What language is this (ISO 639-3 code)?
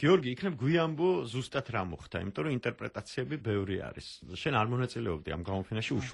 kat